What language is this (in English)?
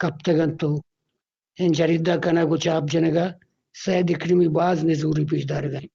Eastern Balochi